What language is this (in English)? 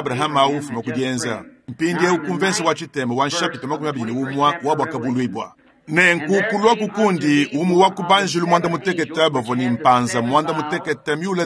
Luba-Lulua